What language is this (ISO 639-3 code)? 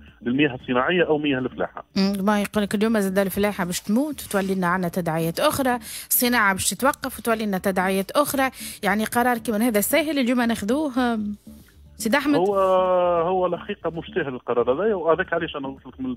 aeb